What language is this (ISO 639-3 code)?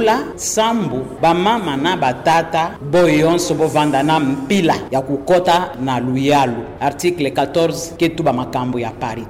ktu